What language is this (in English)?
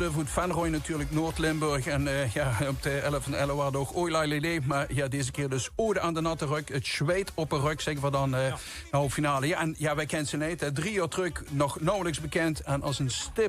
Limburgish